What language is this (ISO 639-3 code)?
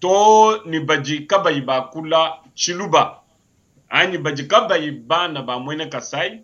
lua